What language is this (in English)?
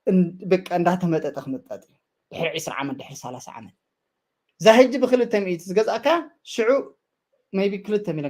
Tigrinya